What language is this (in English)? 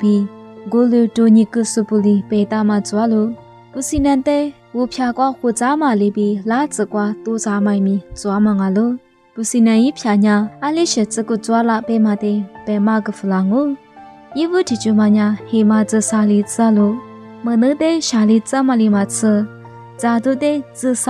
Lisu